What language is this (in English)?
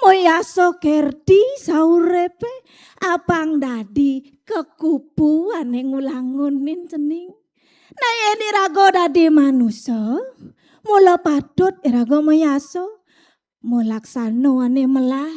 Balinese